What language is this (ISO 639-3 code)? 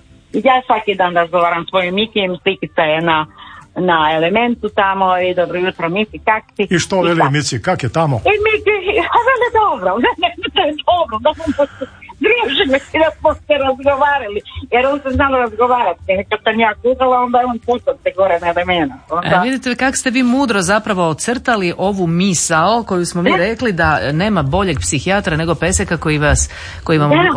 hrv